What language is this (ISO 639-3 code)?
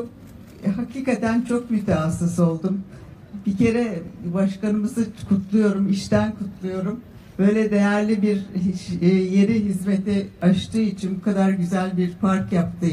tur